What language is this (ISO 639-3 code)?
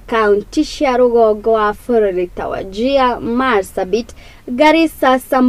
kik